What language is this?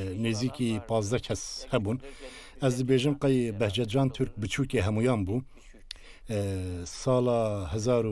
Kurdish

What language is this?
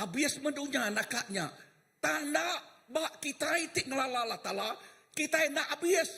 Iban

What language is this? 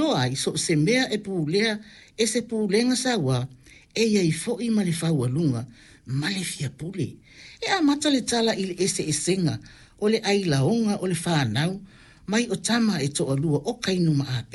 Samoan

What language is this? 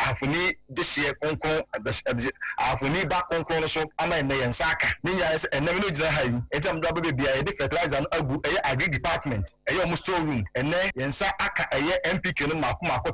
Akan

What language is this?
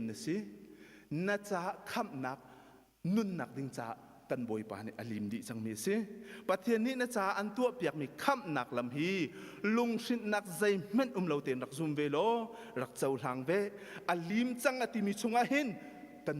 Hakha Chin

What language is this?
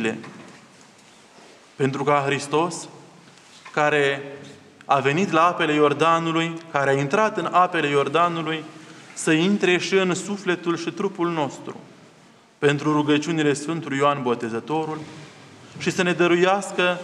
Romanian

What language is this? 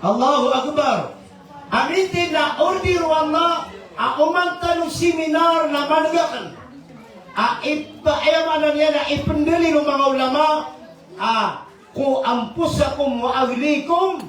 Maranao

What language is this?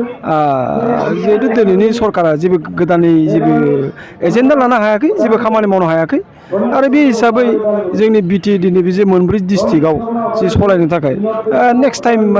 Bodo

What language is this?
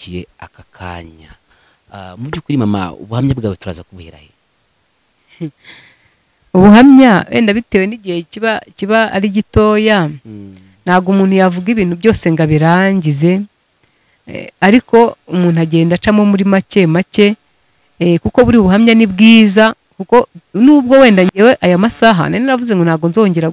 Kinyarwanda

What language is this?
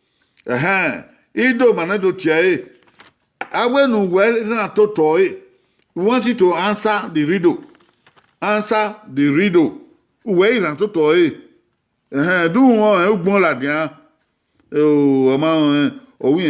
Bini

